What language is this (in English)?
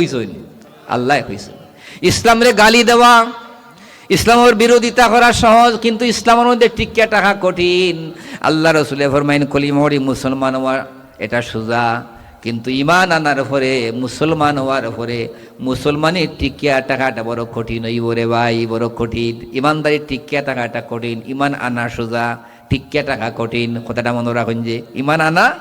Sylheti